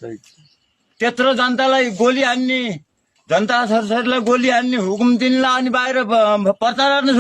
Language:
Nepali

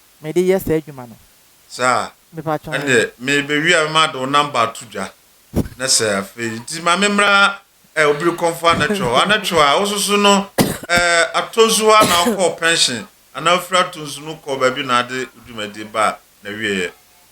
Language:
Akan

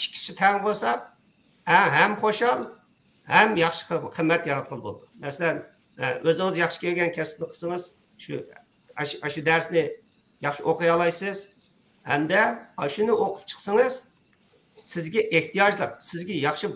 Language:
Uyghur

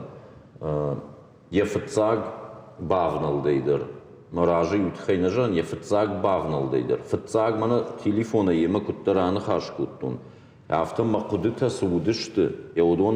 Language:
Ossetic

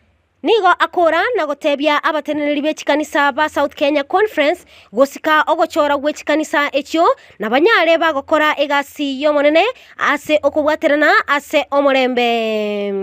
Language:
Gusii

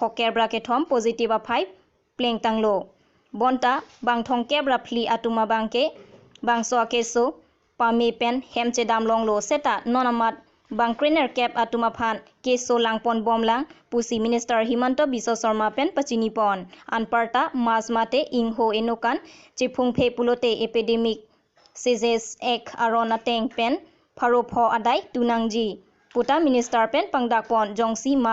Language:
Karbi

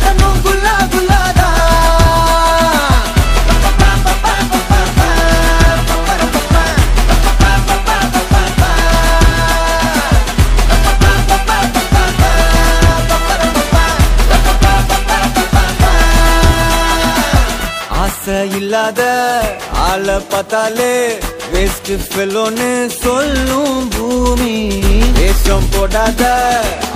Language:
Tamil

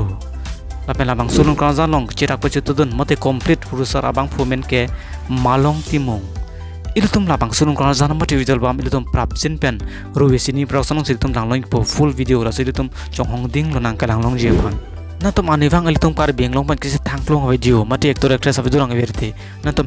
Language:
Karbi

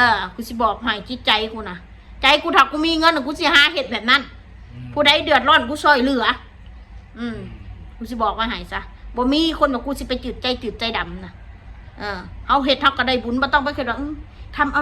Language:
Northeastern Thai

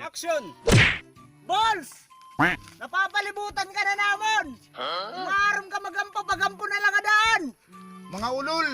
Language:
Waray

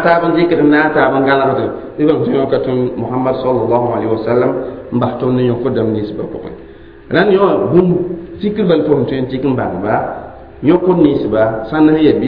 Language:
Mossi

